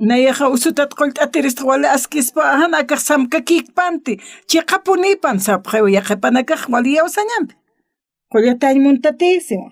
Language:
Aymara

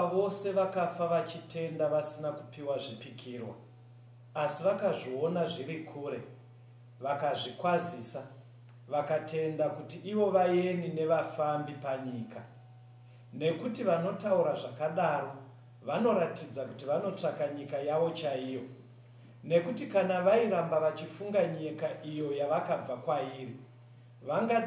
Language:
Shona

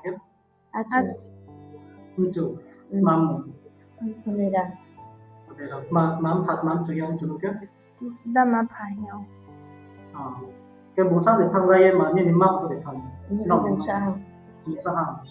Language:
Riang (India)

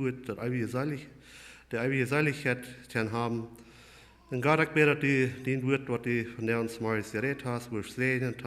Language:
Plautdietsch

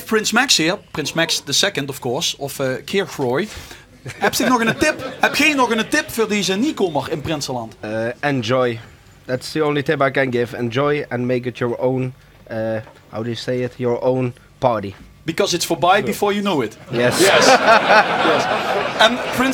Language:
Limburgish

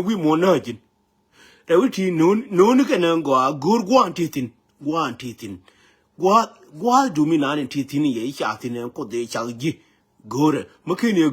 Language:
Nuer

